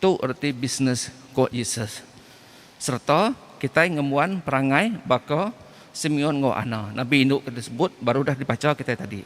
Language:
Iban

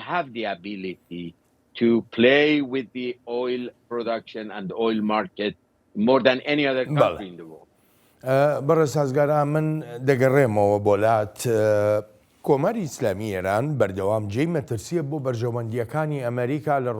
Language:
Central Kurdish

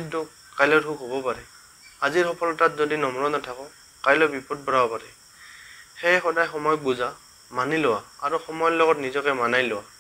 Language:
Assamese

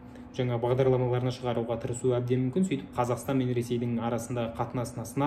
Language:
Kazakh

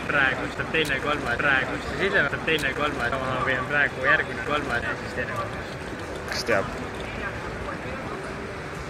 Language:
Estonian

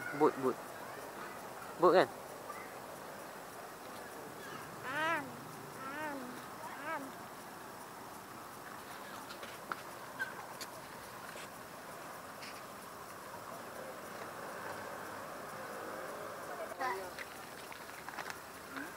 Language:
Malay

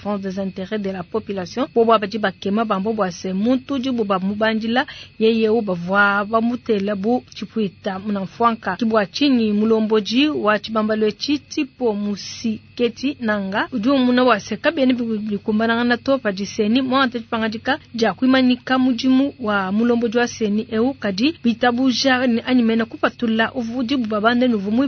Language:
Luba-Lulua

